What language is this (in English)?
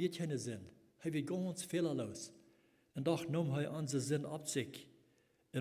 Plautdietsch